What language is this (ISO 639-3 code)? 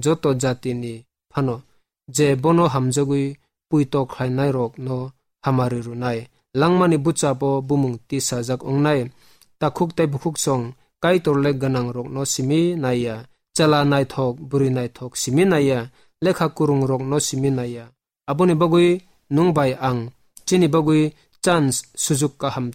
trp